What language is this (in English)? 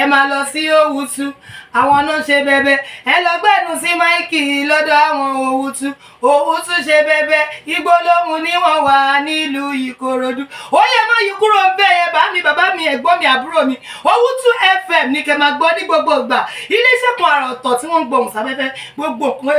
Yoruba